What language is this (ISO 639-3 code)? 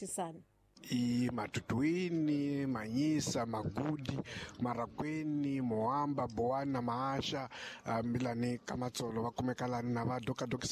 tso